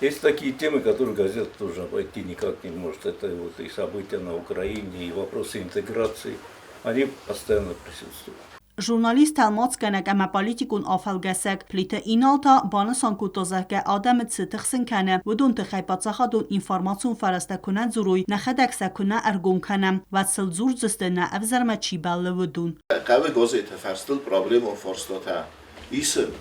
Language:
Ossetic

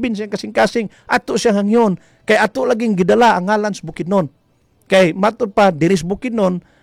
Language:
Cebuano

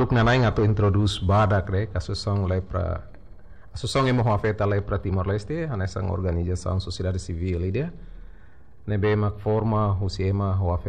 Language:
Tetum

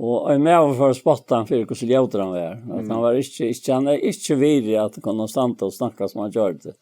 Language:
Faroese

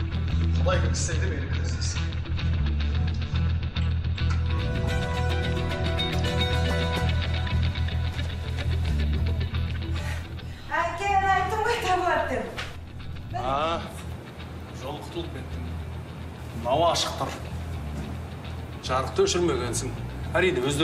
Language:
Kazakh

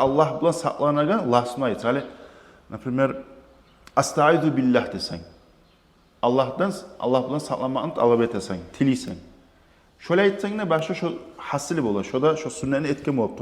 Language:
Kumyk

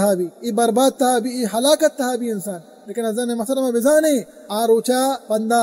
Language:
Baluchi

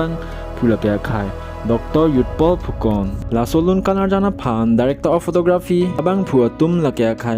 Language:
Karbi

